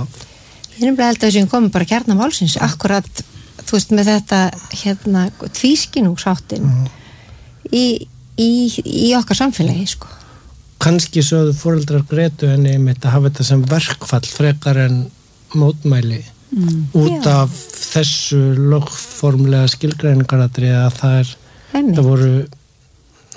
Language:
Icelandic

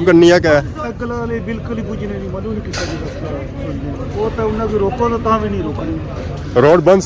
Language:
Pahari-Potwari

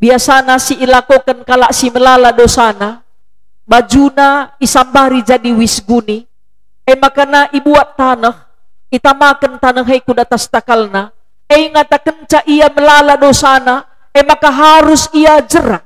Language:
Batak Karo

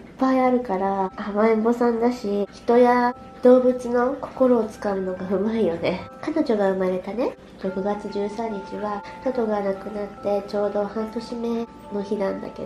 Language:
Japanese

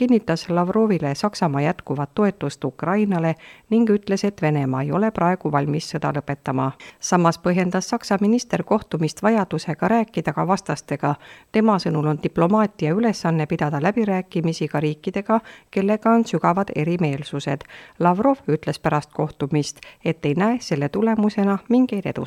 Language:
Estonian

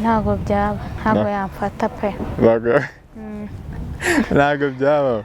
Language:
Kinyarwanda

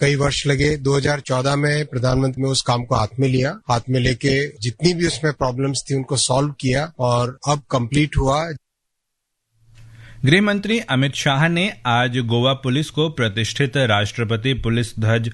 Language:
Hindi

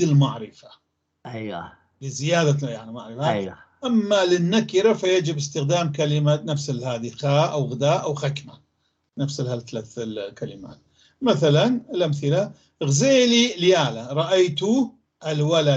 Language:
North Levantine Arabic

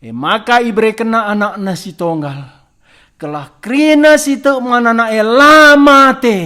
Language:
Batak Karo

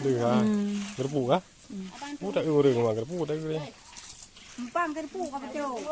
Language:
Achinese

